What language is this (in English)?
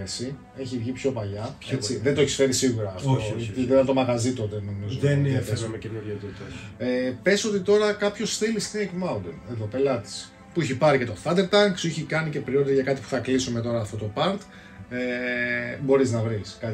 Greek